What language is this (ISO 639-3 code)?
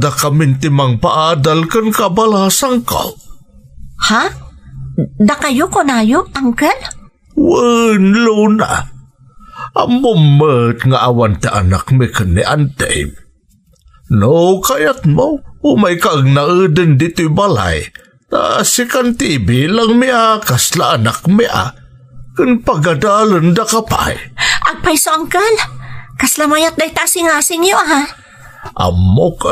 ilo